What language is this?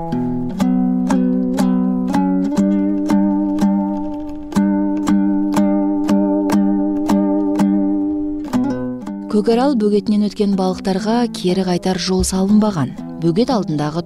Kazakh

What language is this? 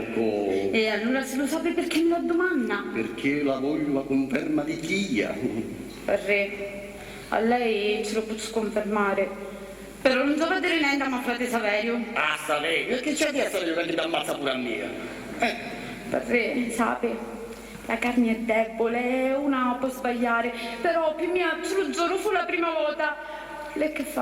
Sicilian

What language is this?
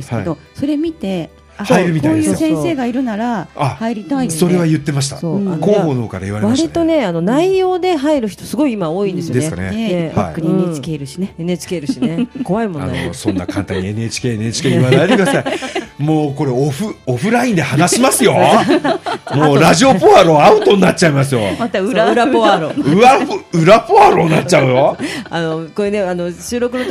Japanese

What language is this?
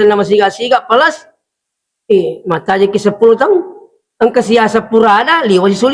Buginese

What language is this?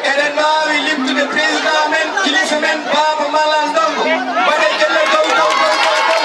Fula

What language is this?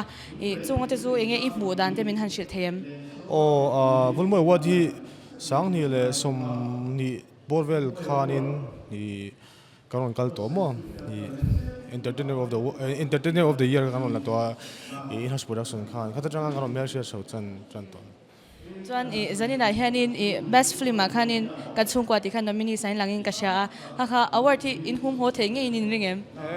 Mizo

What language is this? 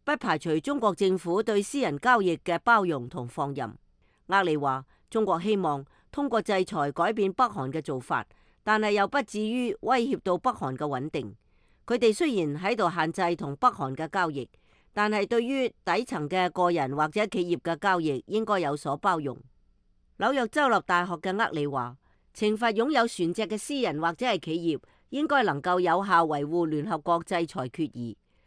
Cantonese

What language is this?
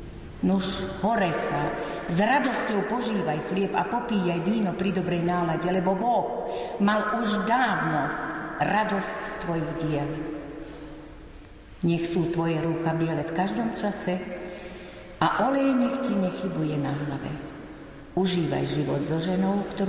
Slovak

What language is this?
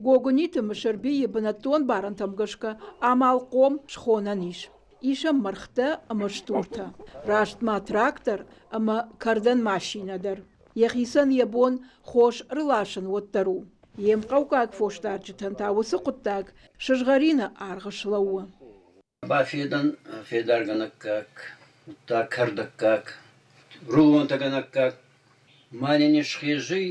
Ossetic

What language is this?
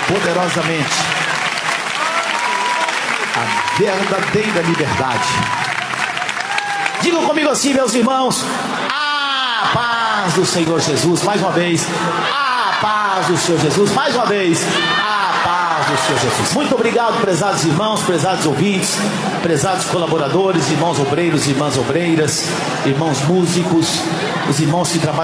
Portuguese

